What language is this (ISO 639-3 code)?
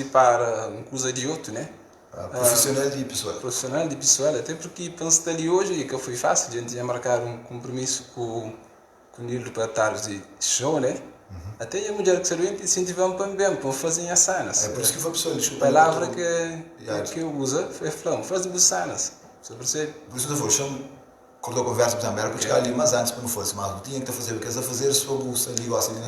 kea